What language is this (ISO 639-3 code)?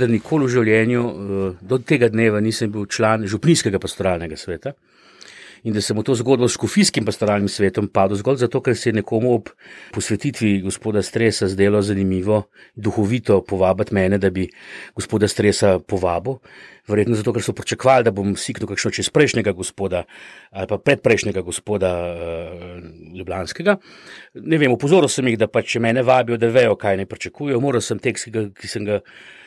slv